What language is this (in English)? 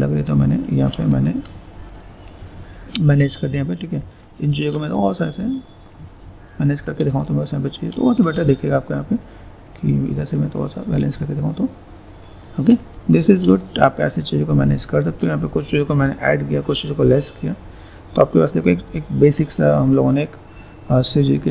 Hindi